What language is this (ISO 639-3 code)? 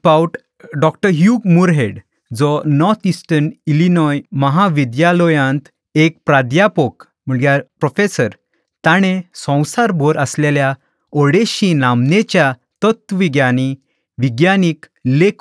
kok